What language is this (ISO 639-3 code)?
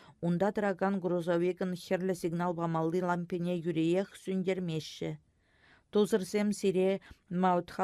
chv